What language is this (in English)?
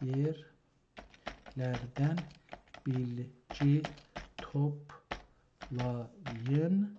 South Azerbaijani